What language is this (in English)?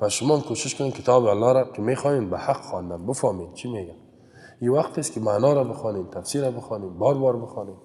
Persian